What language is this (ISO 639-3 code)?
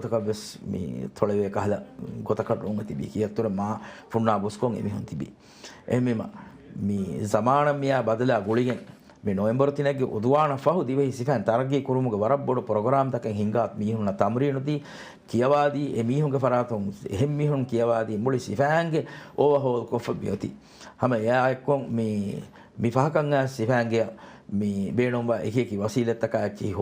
div